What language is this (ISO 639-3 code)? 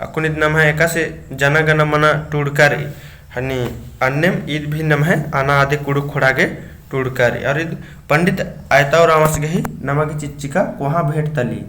kru